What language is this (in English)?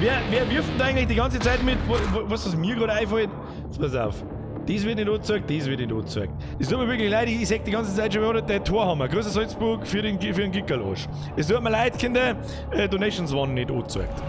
Bavarian